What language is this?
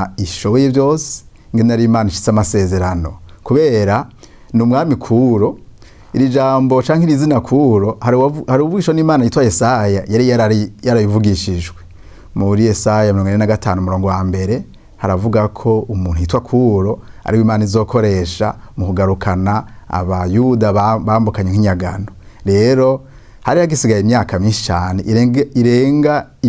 Rundi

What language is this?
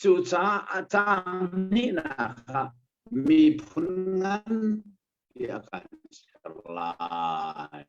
Hakha Chin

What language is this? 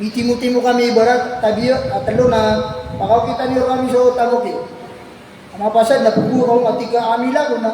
Maranao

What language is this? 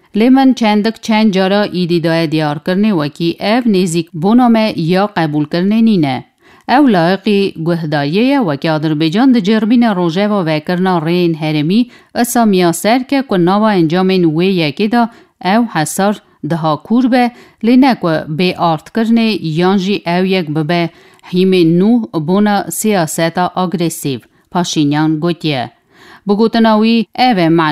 Kurdish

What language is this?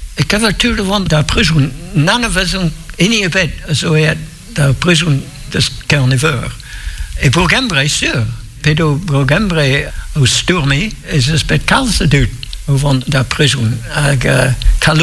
Breton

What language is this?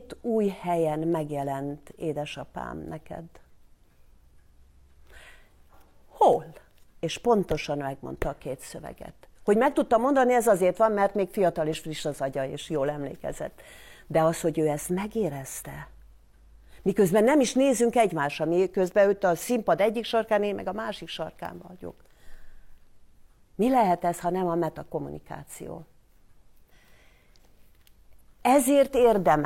Hungarian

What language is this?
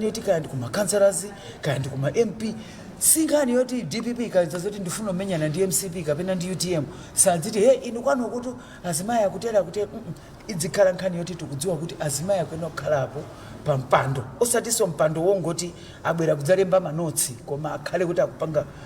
Nyanja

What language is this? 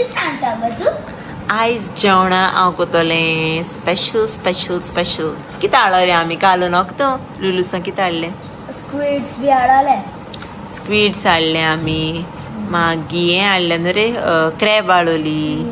Konkani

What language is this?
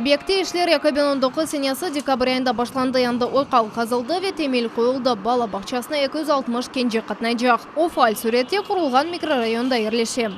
Crimean Tatar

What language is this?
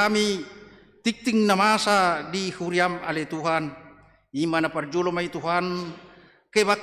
Batak Toba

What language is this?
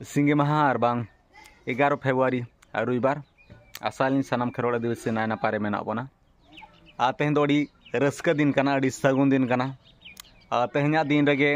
Santali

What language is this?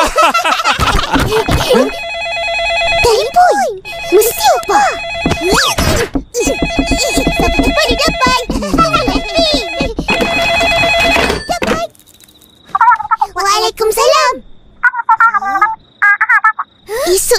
Malay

